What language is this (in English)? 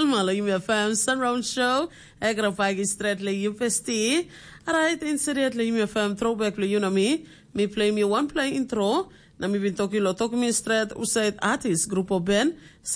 Tok Pisin